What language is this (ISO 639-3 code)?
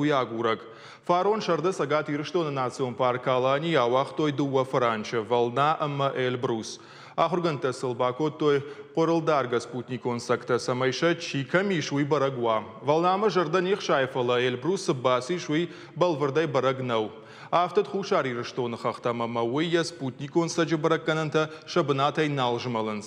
oss